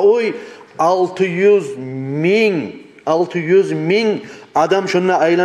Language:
Kumyk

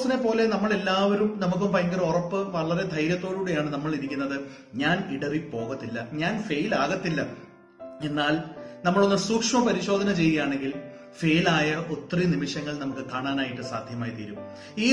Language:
Malayalam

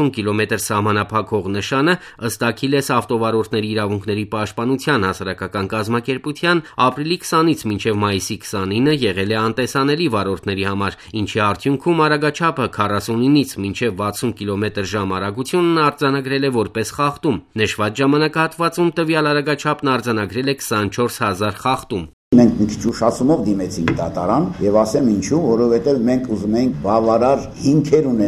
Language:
Armenian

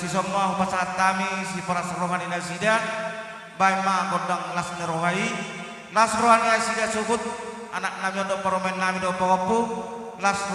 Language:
Batak Toba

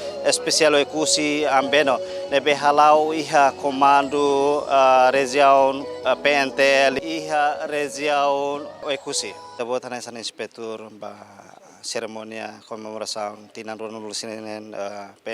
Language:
Tetum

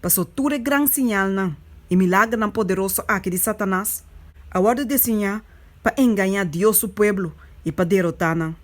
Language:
Papiamento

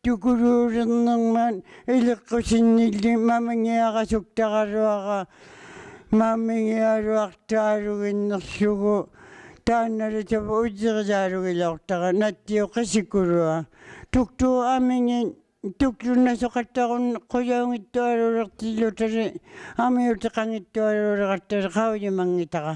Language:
Inuktitut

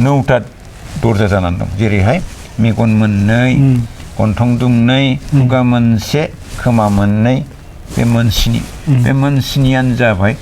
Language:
Bodo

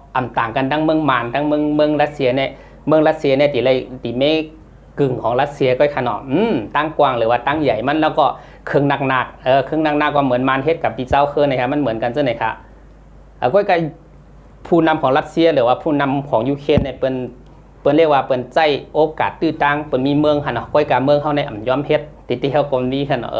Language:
Shan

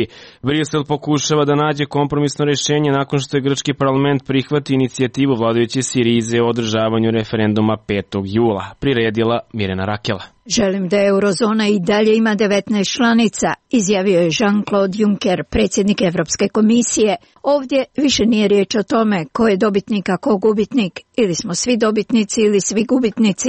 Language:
Serbian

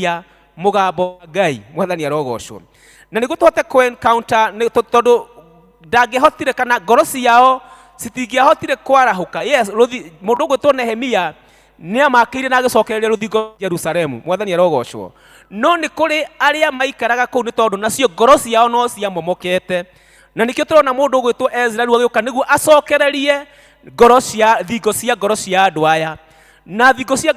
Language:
Kikuyu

